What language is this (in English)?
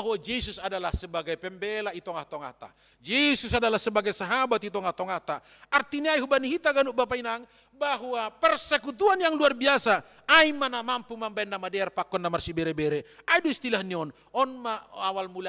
Batak Simalungun